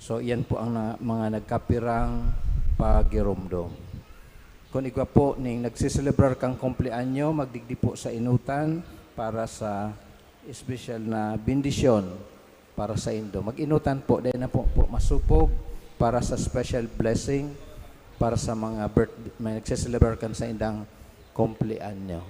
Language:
Bikol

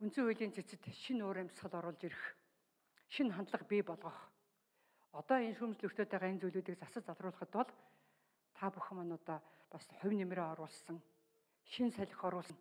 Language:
Mongolian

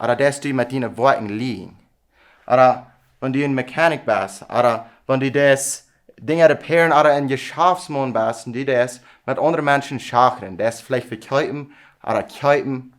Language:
Plautdietsch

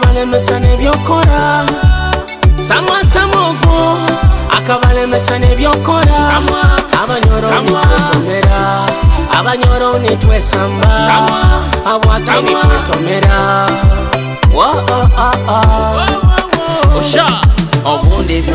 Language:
Nyoro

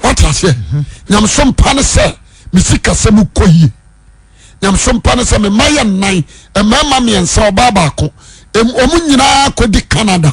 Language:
Akan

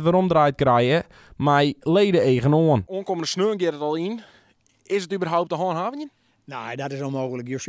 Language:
Western Frisian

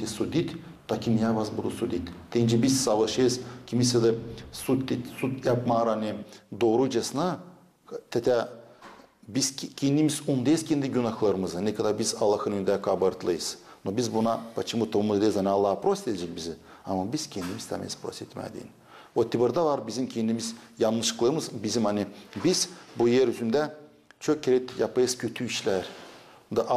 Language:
Gagauz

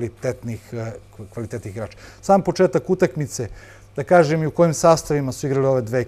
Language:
Serbian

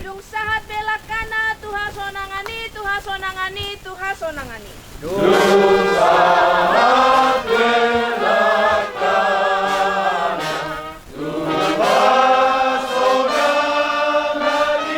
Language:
Batak Toba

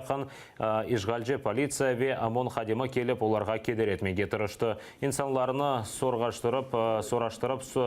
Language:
Crimean Tatar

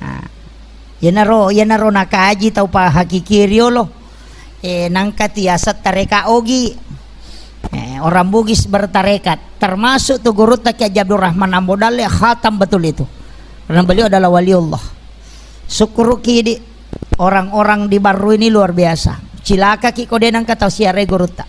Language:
Buginese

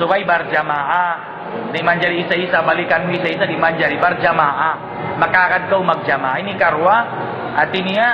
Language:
Tausug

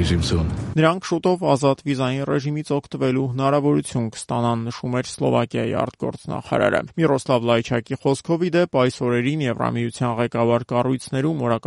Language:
Armenian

